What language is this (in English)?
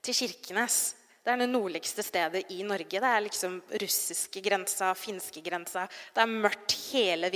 Norwegian